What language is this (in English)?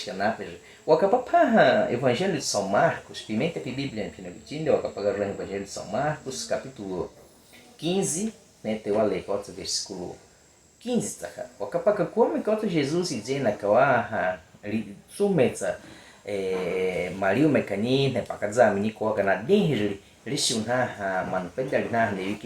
Baniwa